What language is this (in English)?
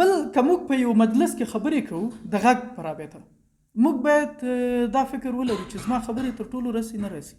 Pashto